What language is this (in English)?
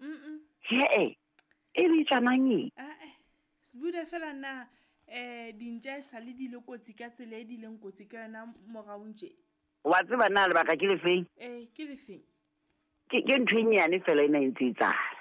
Southern Sotho